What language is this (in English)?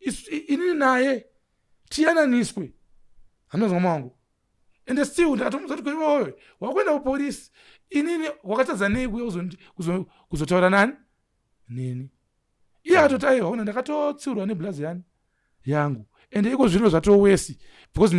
Shona